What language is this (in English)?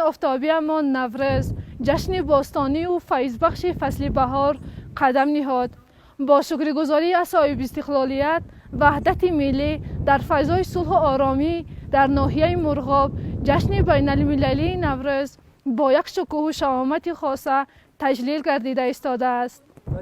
Tajik